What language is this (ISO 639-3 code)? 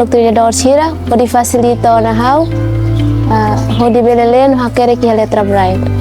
tet